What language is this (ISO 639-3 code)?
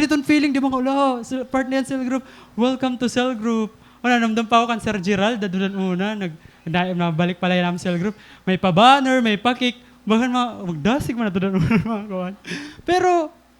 war